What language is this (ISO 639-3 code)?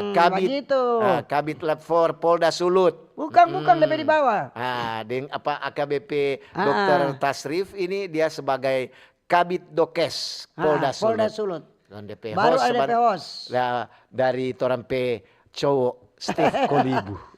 xmm